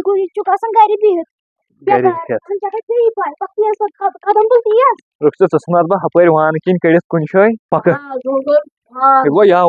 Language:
Kashmiri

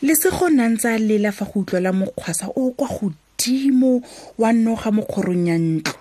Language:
Tswana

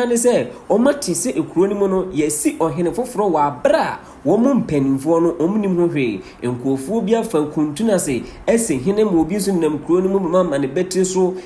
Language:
Akan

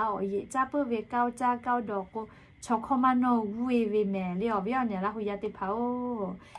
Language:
Lahu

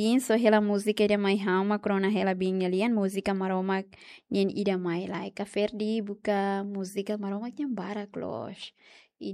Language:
Tetum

